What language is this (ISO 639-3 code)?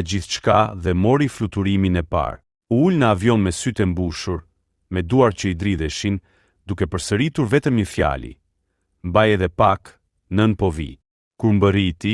sqi